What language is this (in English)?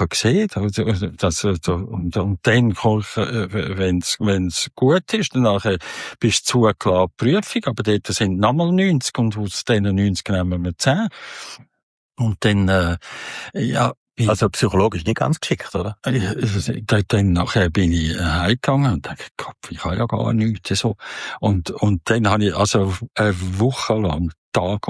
German